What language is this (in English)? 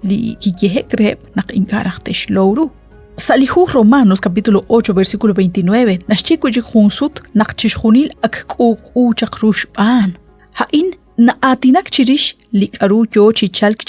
Kekchí